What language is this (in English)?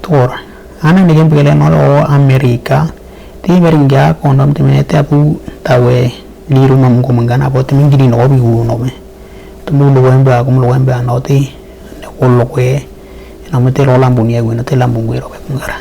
Western Dani